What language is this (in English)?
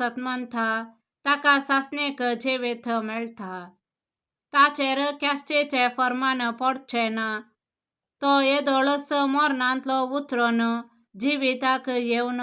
Konkani